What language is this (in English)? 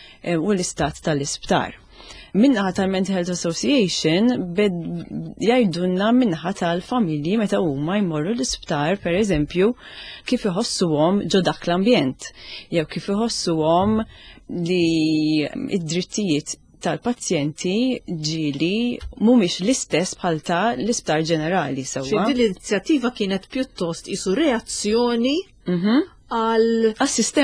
Maltese